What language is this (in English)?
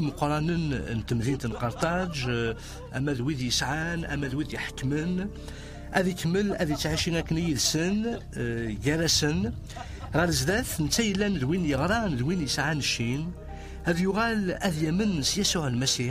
Kabyle